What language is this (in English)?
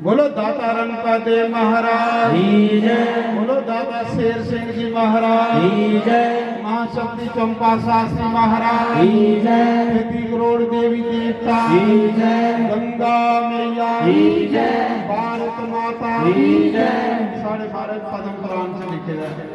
Dogri